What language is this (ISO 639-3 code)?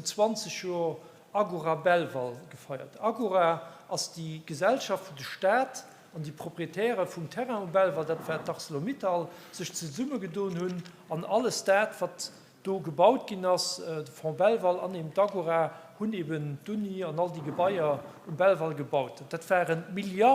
ltz